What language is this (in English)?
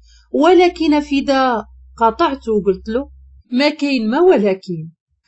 Moroccan Arabic